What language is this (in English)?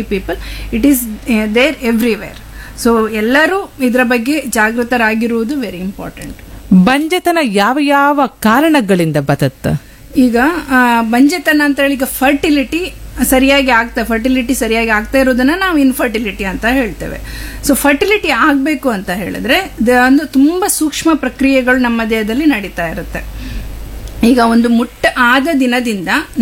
Kannada